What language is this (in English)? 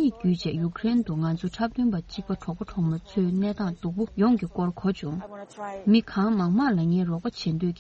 Tibetan